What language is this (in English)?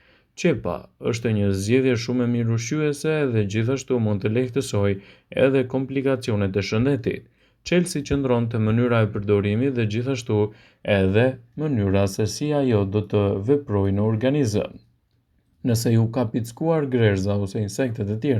Albanian